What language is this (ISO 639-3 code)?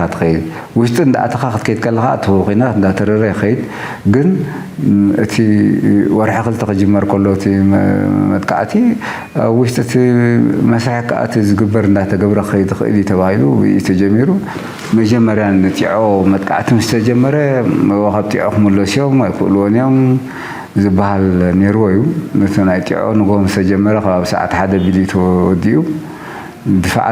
tir